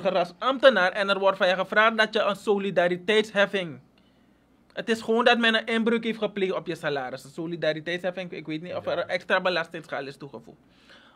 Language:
Dutch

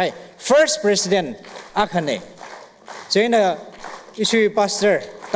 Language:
Tangkhul Naga (India)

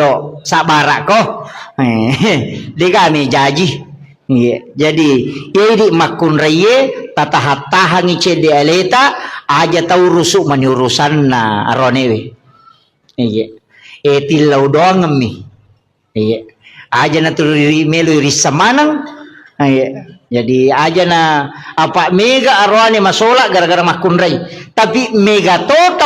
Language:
Buginese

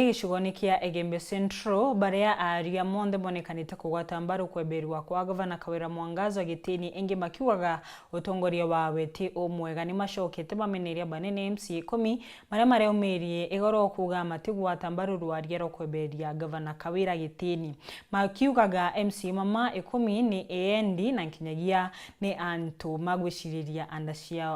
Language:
Meru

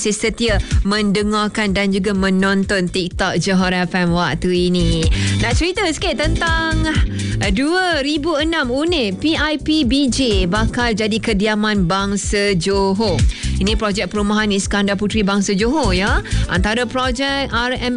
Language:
Malay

